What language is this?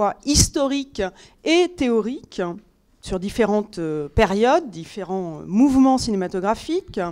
French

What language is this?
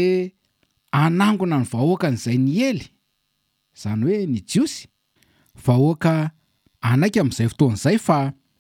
Malagasy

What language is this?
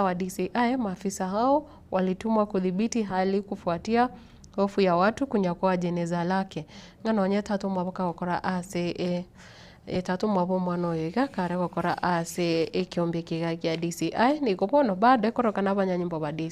Gusii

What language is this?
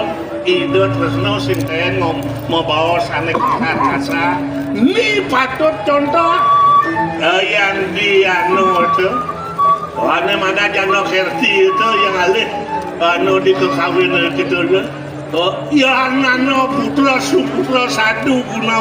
Balinese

